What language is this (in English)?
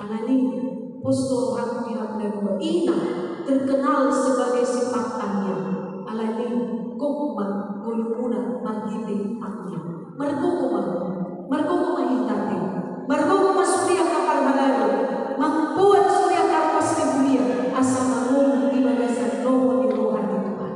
Batak Toba